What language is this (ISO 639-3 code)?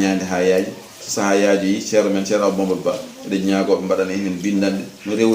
ful